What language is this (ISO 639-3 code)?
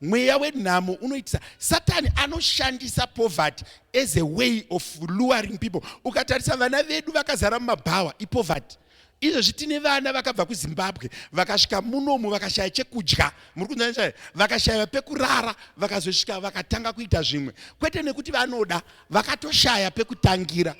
sna